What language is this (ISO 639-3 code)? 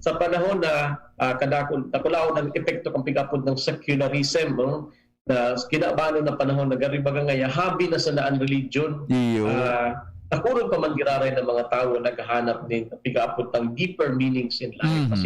bik